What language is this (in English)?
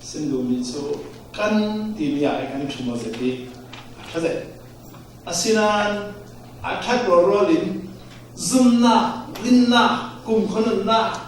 Falam Chin